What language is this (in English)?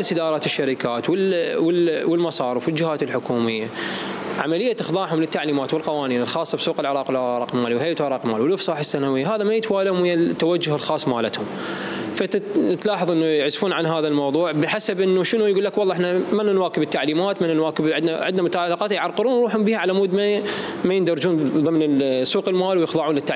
Mesopotamian Arabic